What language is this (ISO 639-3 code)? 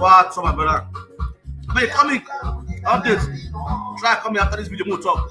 pcm